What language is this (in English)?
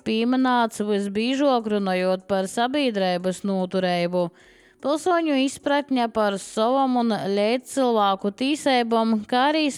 Latvian